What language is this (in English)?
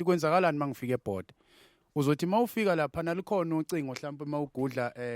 Zulu